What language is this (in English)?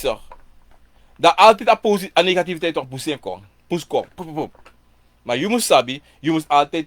Sranan Tongo